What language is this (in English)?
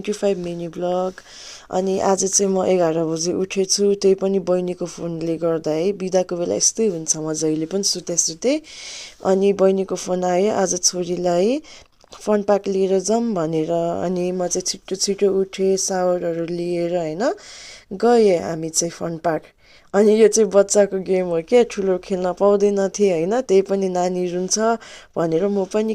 Nepali